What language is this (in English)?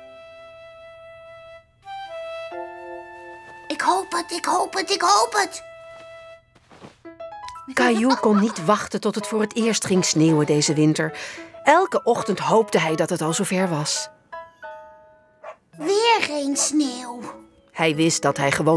Dutch